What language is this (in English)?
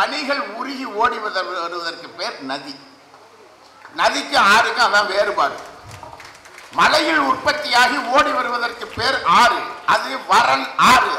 Tamil